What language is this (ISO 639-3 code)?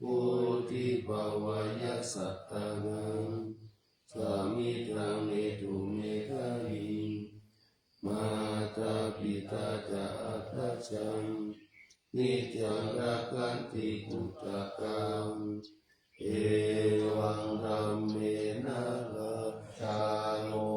pli